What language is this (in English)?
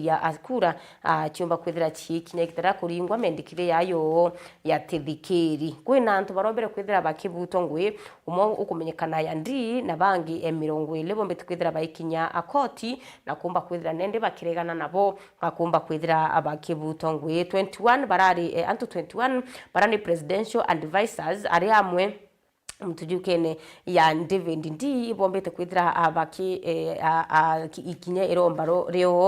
Meru